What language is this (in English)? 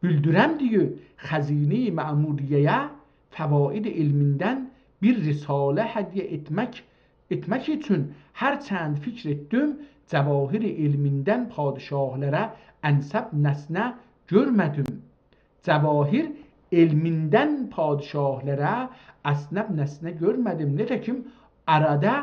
South Azerbaijani